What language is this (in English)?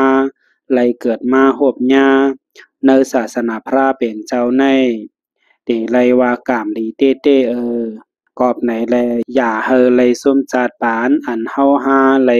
Shan